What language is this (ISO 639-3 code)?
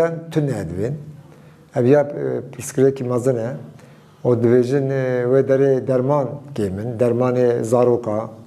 kur